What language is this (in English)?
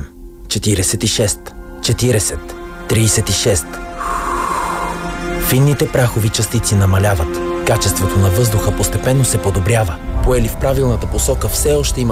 Bulgarian